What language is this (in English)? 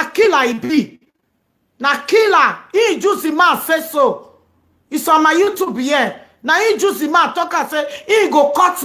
Nigerian Pidgin